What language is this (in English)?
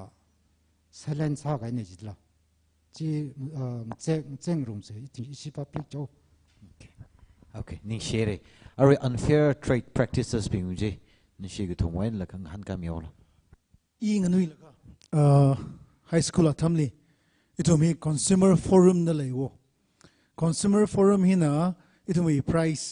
Tangkhul Naga (India)